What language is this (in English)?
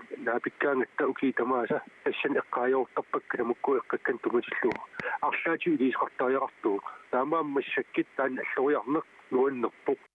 Kalaallisut